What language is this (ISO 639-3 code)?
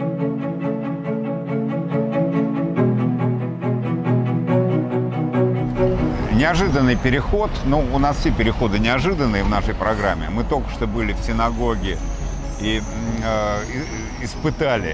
rus